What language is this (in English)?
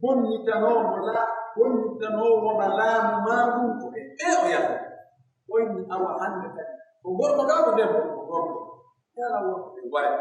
Pular